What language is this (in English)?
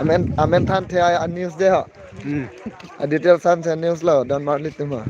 Karbi